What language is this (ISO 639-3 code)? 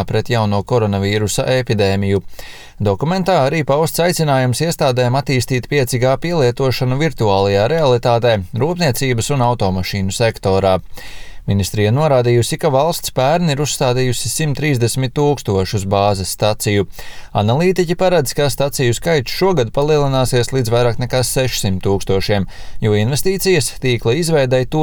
lav